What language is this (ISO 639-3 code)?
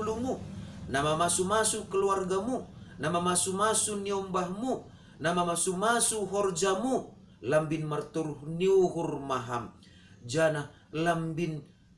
bts